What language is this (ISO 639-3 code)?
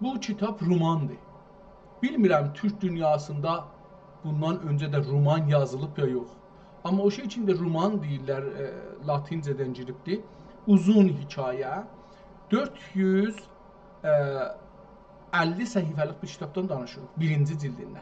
azb